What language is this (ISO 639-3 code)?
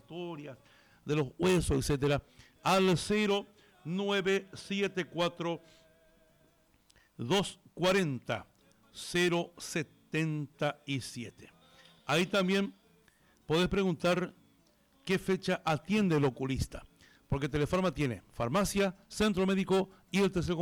spa